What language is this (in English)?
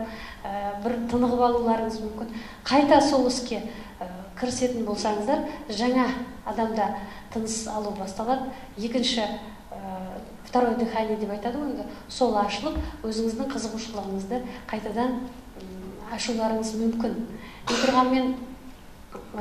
Kazakh